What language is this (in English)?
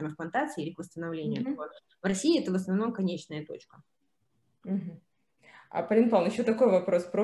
Russian